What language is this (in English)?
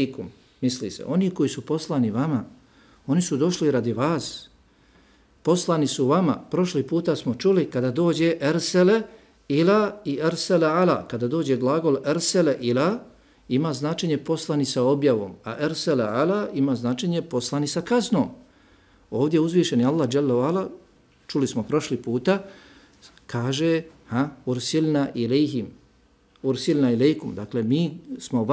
Bosnian